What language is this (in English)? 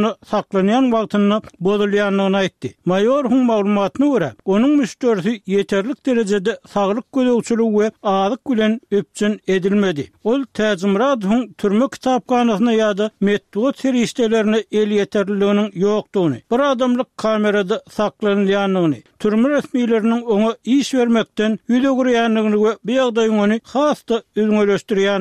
Turkmen